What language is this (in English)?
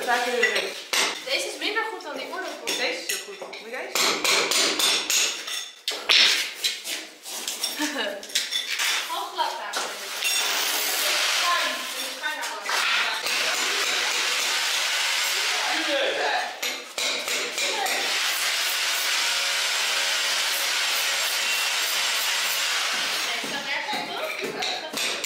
Dutch